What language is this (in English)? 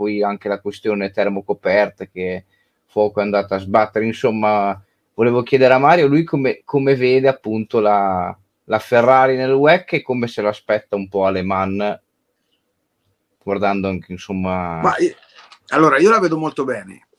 Italian